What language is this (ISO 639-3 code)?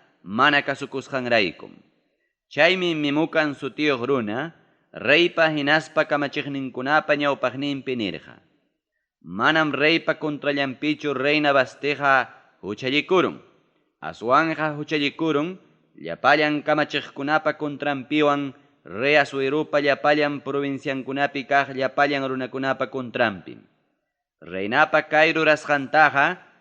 quy